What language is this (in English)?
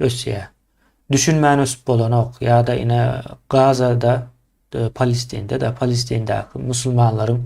Turkmen